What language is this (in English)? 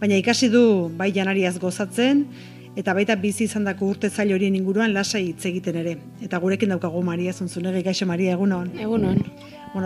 Basque